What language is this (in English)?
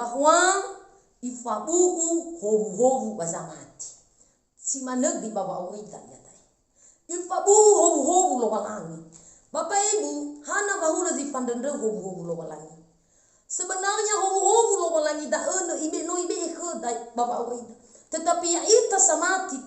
Nias